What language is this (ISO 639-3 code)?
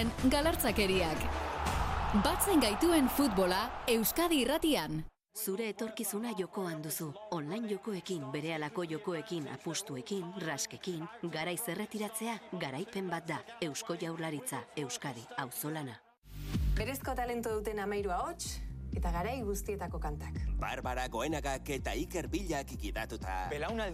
eus